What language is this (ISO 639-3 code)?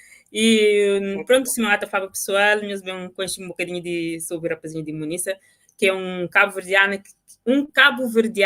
kea